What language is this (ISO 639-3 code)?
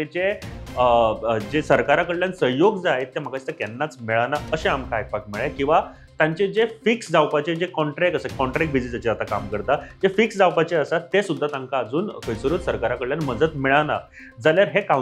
kok